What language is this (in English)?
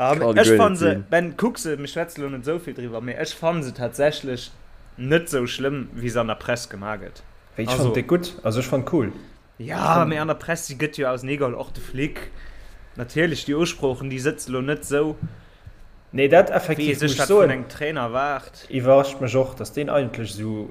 Luxembourgish